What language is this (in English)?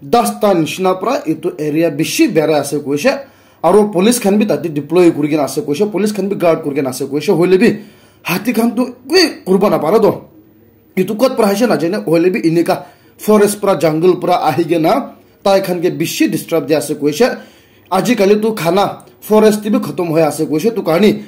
Naga Pidgin